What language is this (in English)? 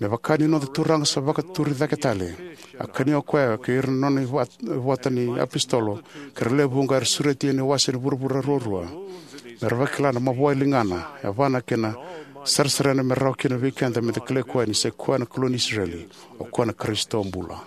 Fijian